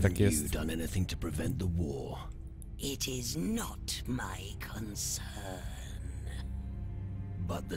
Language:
Polish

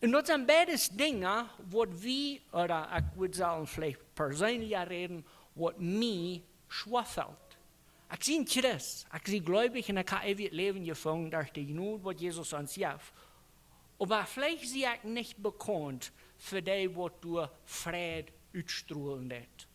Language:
Plautdietsch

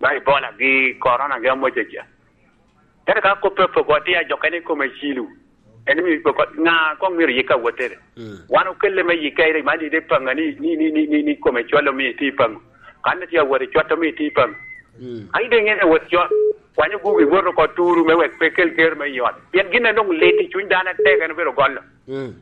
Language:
Lango (Uganda)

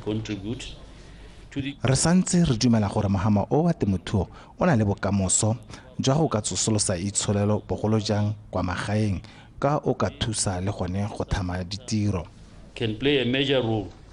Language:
Tswana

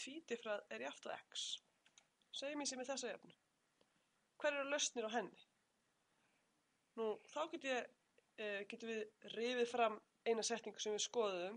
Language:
Icelandic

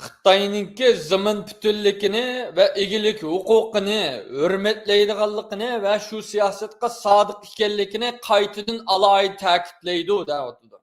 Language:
Uyghur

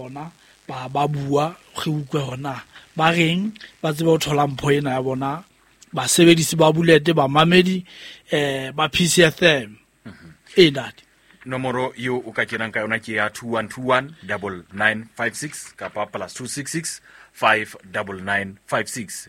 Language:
Southern Sotho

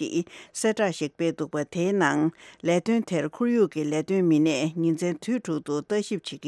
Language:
Tibetan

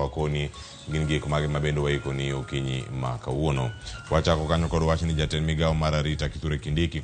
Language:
Luo (Kenya and Tanzania)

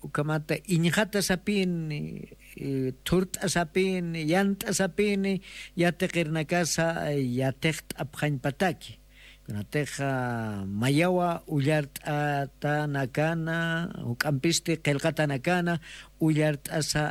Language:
Aymara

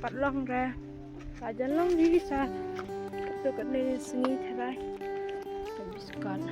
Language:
Khasi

